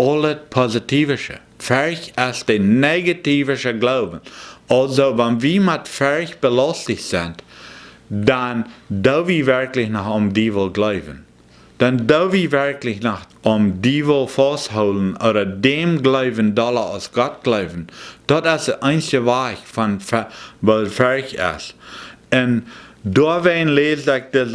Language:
Plautdietsch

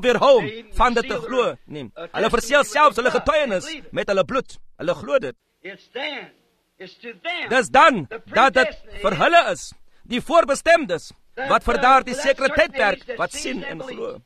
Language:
Afrikaans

